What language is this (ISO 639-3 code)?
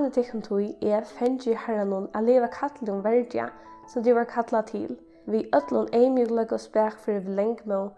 fao